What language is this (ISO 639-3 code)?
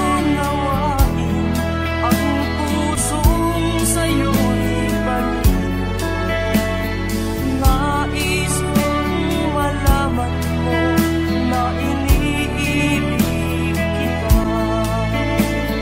fil